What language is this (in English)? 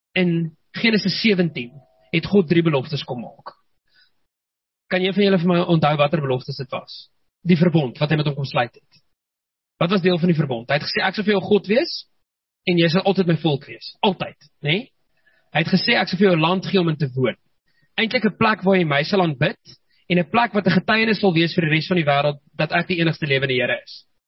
Afrikaans